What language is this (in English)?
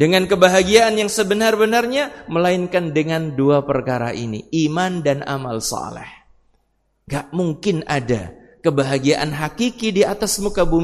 Indonesian